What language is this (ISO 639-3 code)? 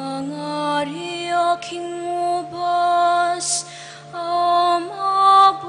pam